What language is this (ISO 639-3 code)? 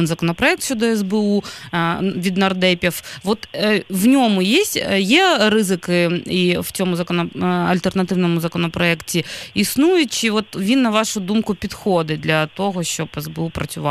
ukr